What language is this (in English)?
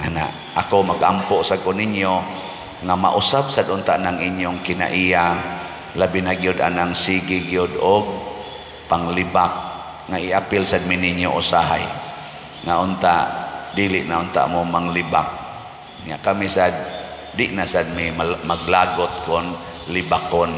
Cebuano